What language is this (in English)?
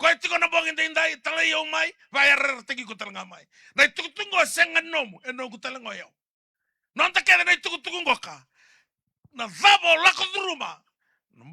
Fijian